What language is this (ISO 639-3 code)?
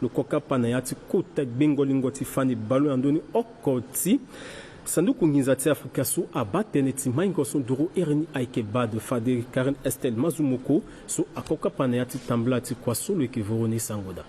sag